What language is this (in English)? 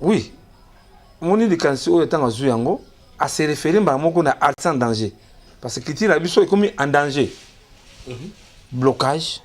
Lingala